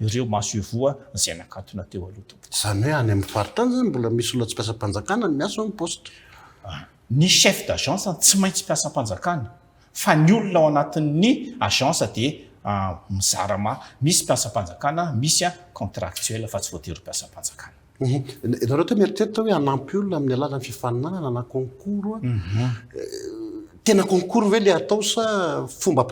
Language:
Malagasy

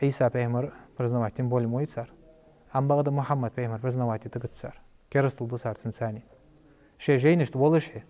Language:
Ingush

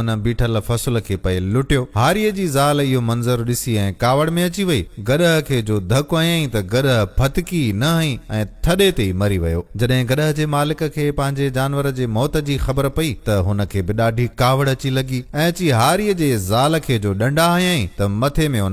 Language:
Sindhi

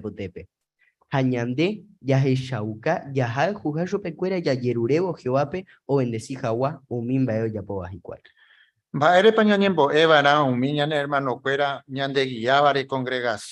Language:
Guarani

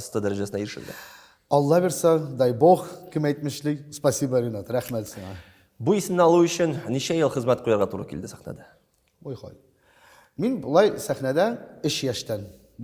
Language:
Tatar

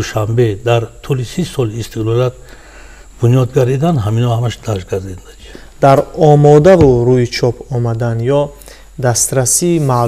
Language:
Tajik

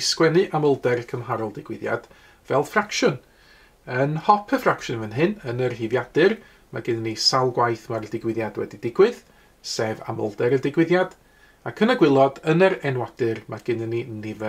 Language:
Welsh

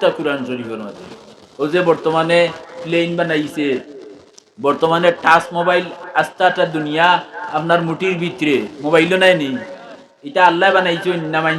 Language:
Sylheti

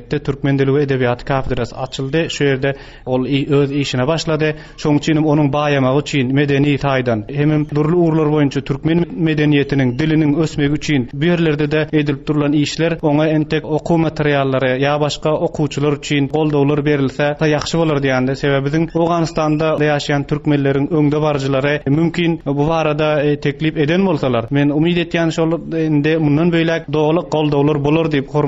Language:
Turkmen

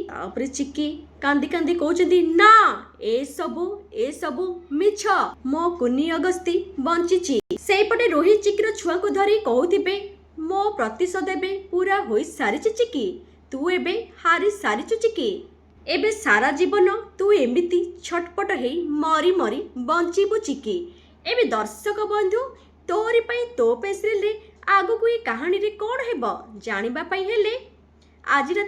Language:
Odia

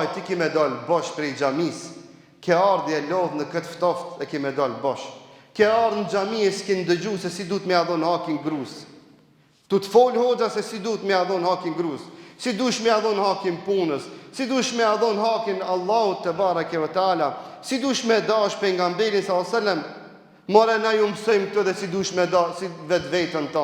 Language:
Albanian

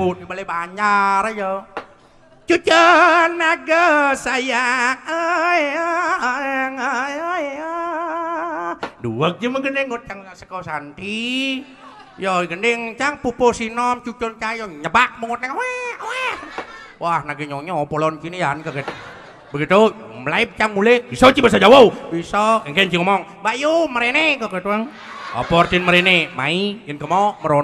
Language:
Balinese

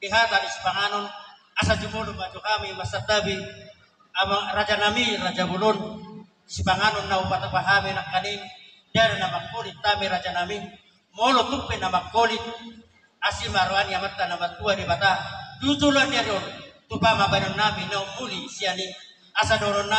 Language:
Batak Toba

